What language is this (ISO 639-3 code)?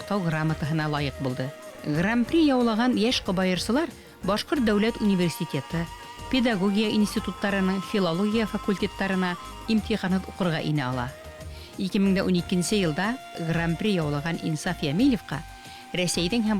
bak